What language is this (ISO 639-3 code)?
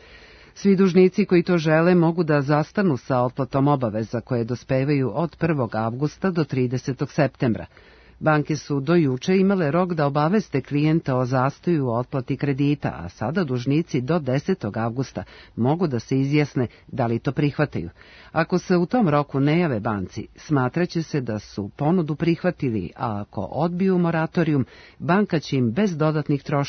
srp